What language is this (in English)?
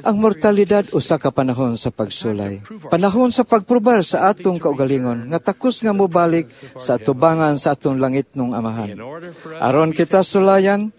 Cebuano